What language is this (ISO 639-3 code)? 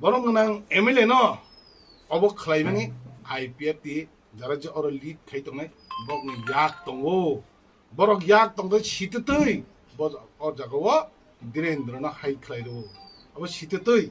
trp